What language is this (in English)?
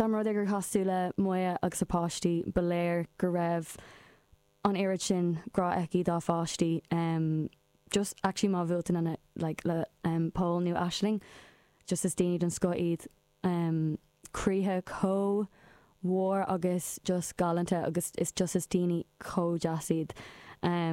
Irish